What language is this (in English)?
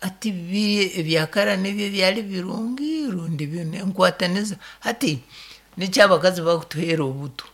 Nyankole